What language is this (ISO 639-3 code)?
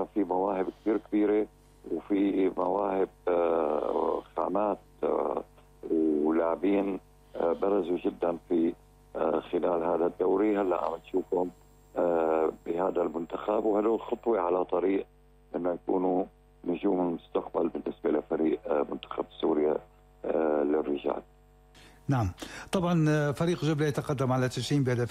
apc